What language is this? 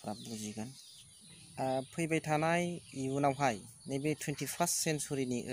Bodo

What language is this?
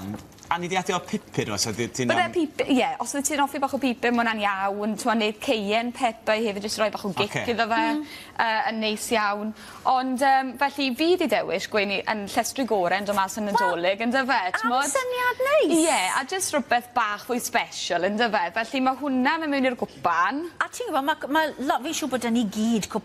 Welsh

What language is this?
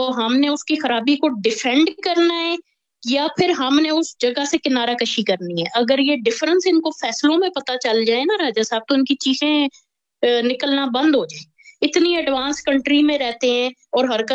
Urdu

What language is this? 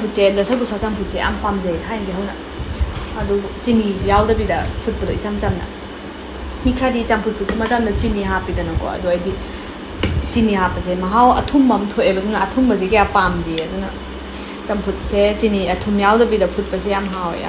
Manipuri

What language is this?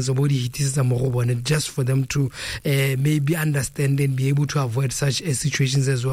Tswana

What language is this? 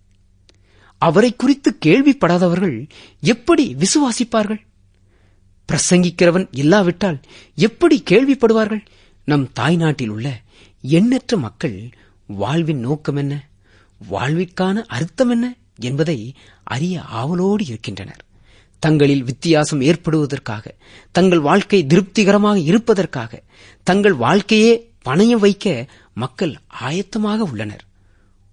Tamil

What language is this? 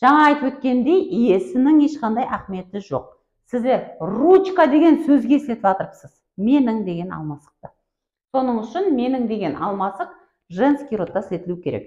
Kara-Kalpak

